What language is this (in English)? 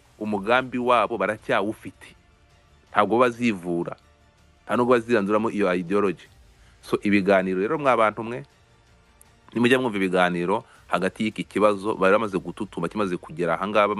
Kinyarwanda